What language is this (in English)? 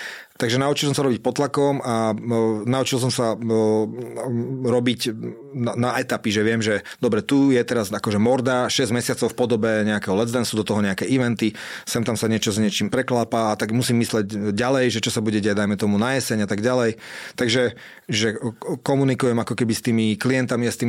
Slovak